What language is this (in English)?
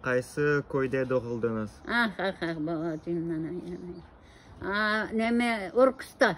Crimean Tatar